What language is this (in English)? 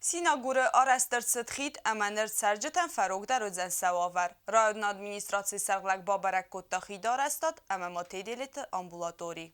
Ossetic